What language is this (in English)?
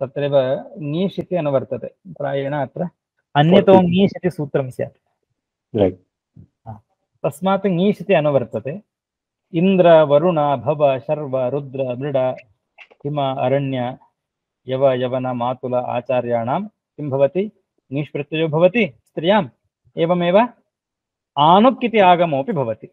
Sanskrit